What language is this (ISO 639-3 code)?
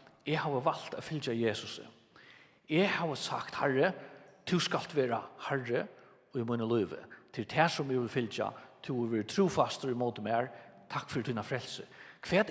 fao